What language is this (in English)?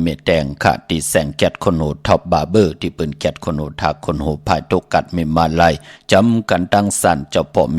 Shan